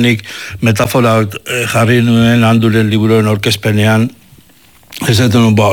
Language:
Basque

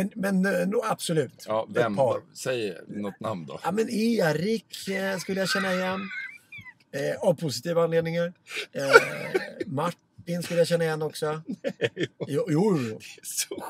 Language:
Swedish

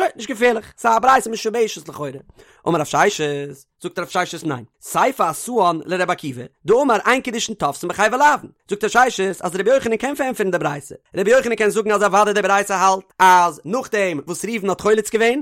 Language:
Yiddish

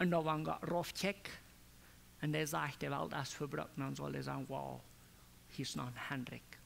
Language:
Plautdietsch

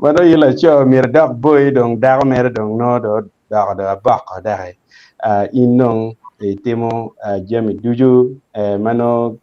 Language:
Acoli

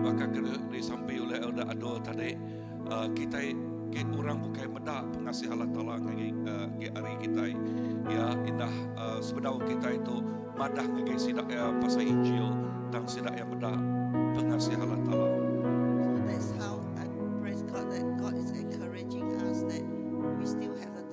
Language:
Iban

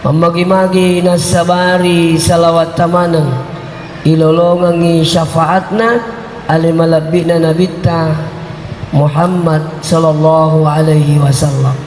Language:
Buginese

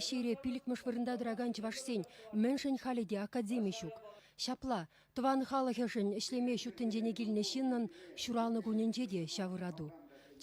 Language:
Chuvash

